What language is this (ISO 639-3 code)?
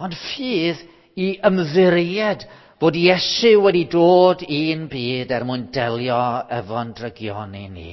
cym